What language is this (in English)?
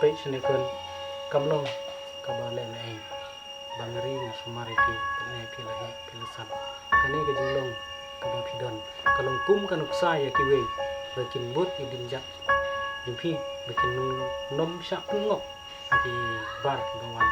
Khasi